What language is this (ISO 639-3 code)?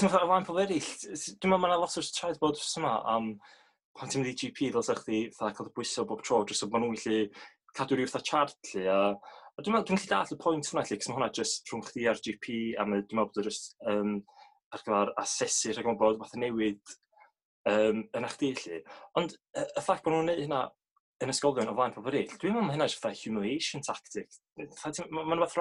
cym